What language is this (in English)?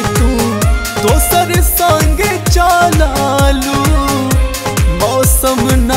Bhojpuri